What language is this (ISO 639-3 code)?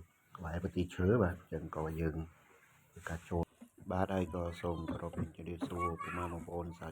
khm